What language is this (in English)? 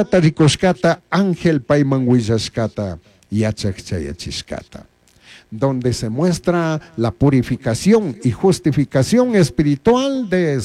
Chimborazo Highland Quichua